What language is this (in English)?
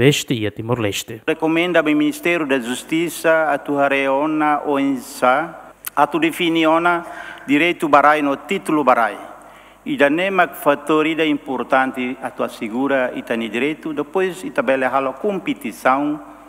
Tetum